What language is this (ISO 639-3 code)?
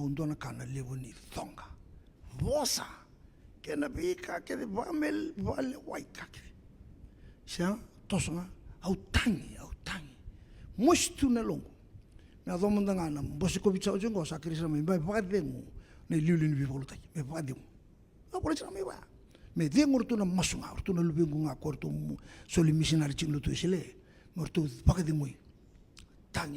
fij